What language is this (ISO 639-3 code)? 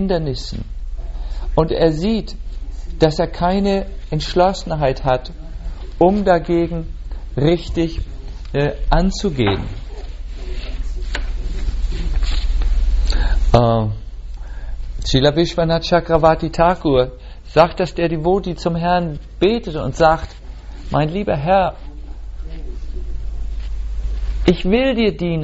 deu